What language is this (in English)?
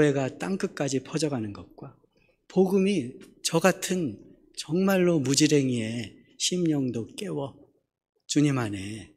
Korean